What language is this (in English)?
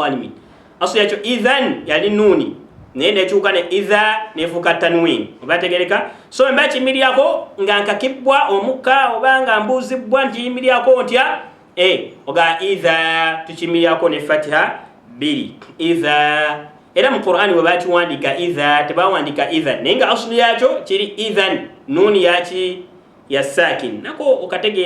Ganda